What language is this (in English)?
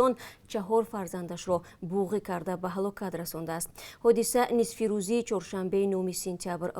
Tajik